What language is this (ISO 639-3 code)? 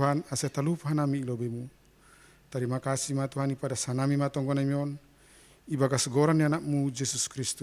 bts